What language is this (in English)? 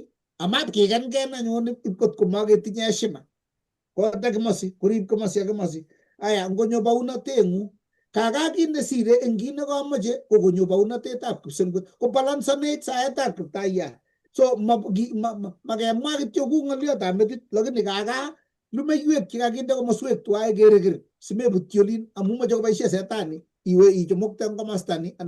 Kalenjin